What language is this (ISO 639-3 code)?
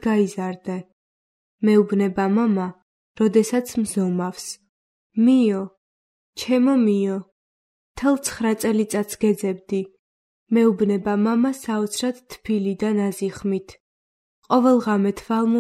kat